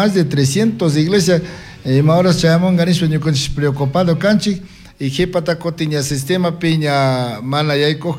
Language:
Chimborazo Highland Quichua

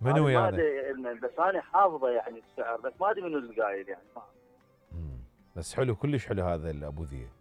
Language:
Mesopotamian Arabic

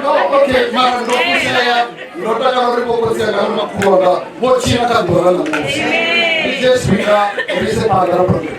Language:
Venda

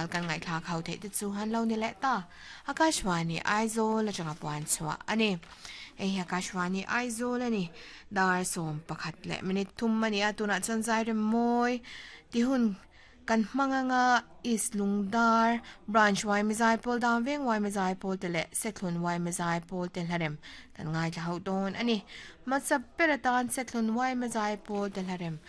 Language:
Mizo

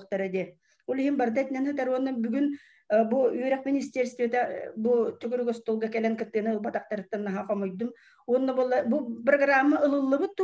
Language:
Yakut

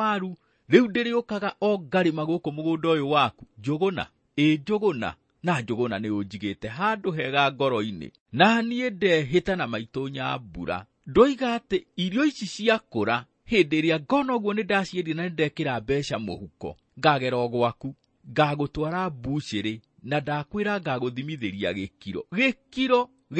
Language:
Kikuyu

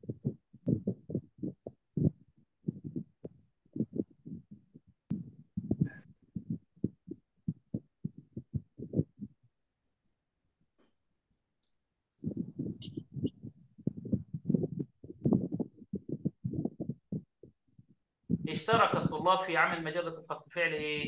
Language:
Egyptian Arabic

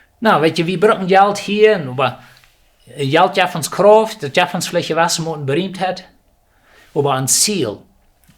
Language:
Plautdietsch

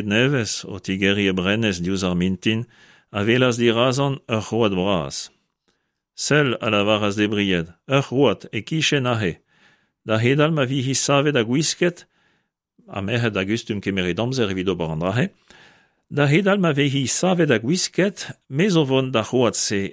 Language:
Breton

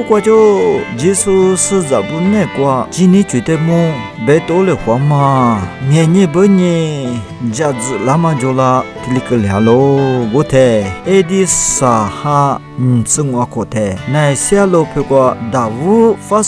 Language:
Lisu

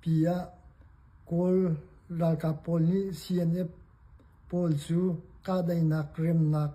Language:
Hakha Chin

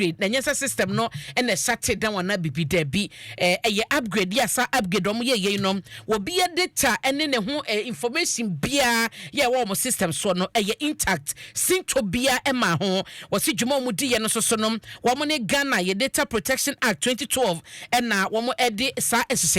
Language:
Akan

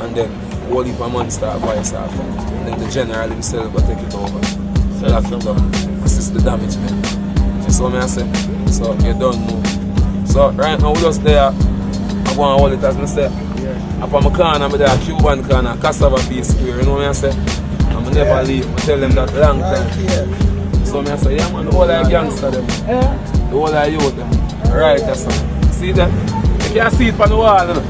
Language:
Jamaican Creole English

